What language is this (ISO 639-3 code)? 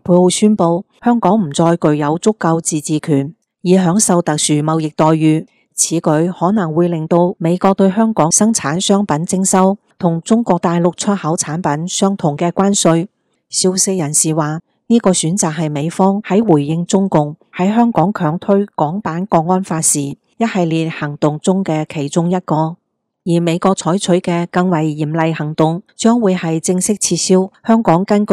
yue